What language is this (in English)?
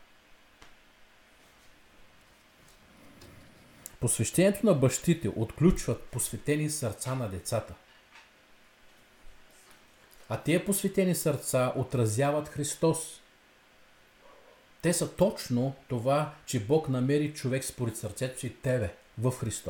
Bulgarian